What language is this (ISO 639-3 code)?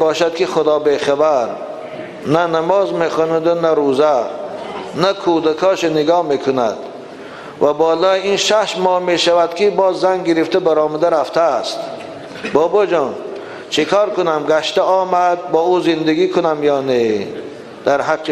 tgk